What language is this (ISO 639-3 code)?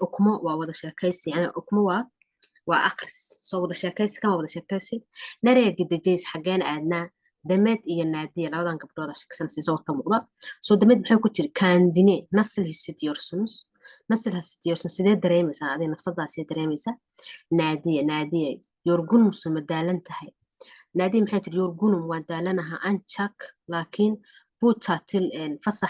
som